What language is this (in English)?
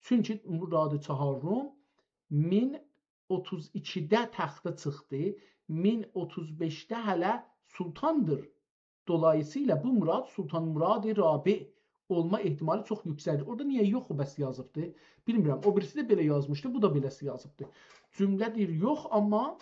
South Azerbaijani